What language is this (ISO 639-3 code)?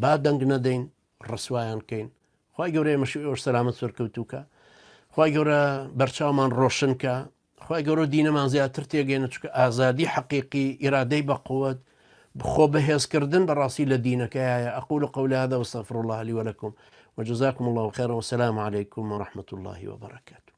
ckb